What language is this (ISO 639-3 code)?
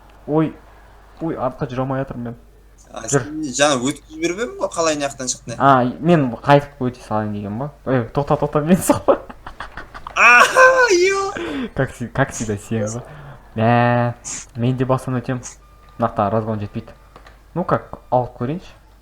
kaz